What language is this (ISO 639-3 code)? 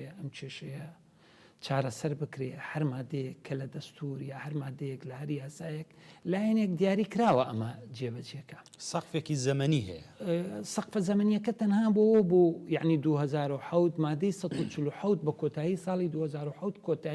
ckb